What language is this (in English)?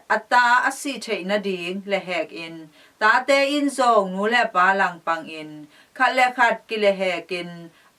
Tedim Chin